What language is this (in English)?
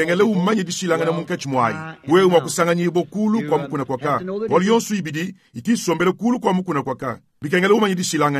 Luba-Lulua